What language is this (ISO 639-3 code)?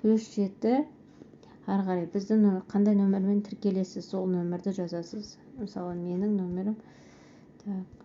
kaz